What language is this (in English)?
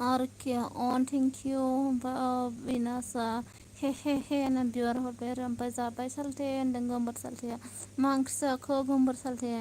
Bodo